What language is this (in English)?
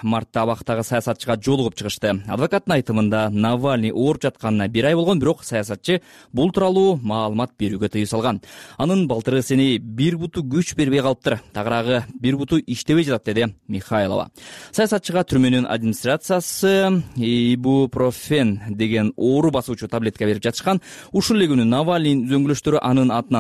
Kyrgyz